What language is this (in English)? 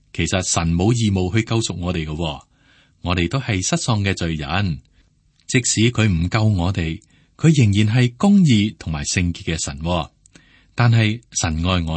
Cantonese